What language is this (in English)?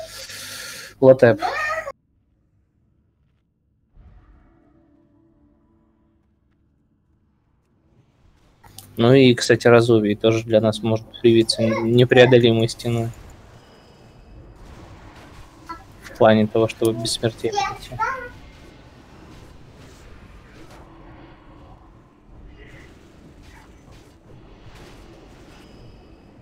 Russian